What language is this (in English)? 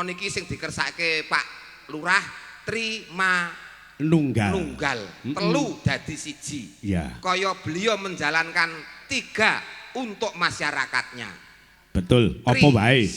Javanese